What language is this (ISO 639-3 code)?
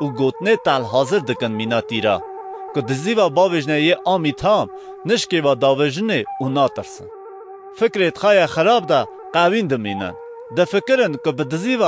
kur